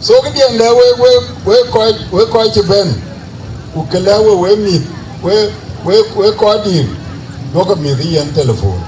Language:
Dinka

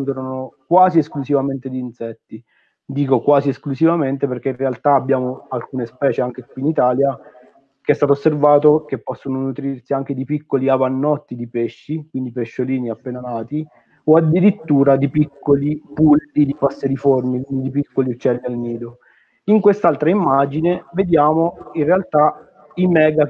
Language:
Italian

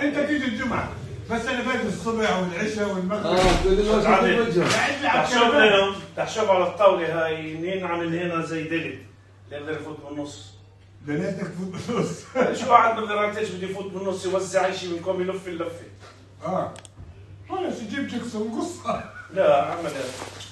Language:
North Levantine Arabic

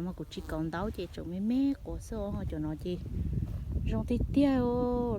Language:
Hmong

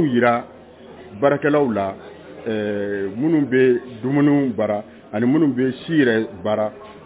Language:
Bambara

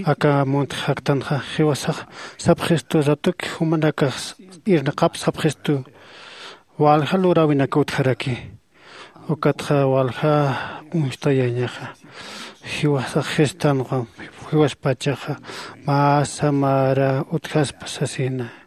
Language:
Aymara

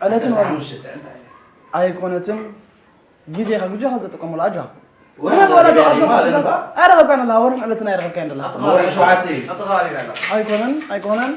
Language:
Tigrinya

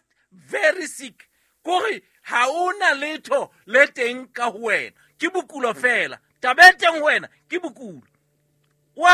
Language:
Southern Sotho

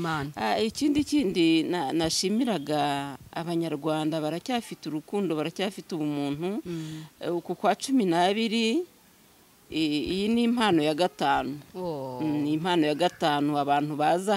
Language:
Kinyarwanda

